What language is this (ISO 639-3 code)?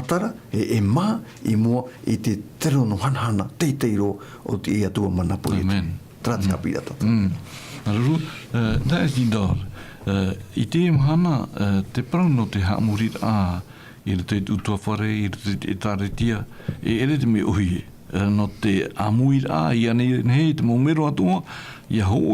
tah